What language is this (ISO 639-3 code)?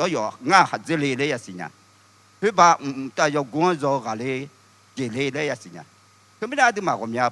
ahk